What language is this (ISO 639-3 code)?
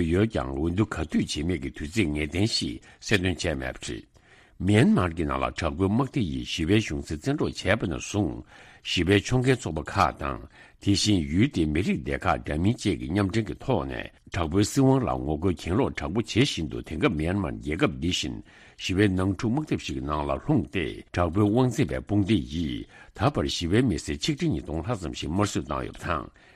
bod